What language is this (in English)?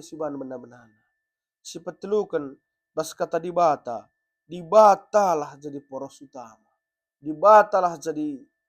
Batak Karo